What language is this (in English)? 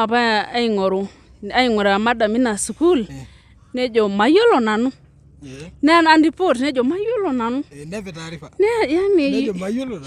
Masai